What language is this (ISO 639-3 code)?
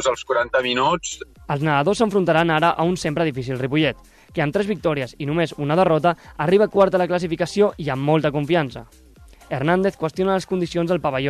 cat